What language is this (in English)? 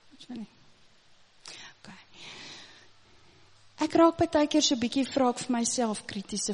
Afrikaans